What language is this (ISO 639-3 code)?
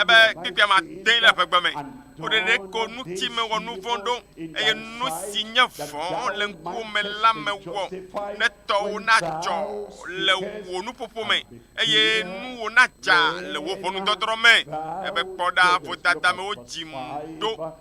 ewe